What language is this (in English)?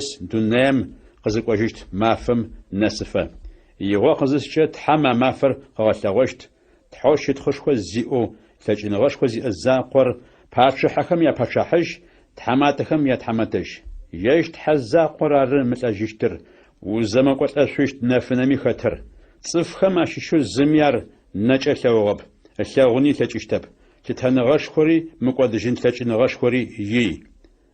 Adyghe